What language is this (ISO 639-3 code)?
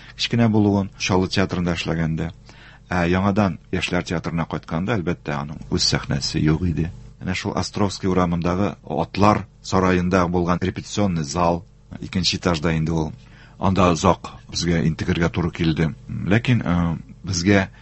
tat